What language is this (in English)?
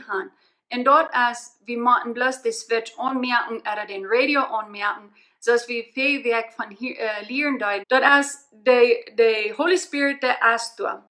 Plautdietsch